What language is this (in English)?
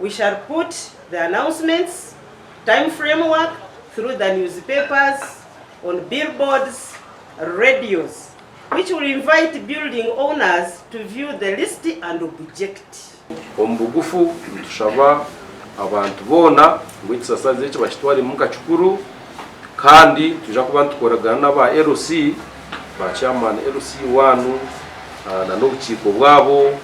Nyankole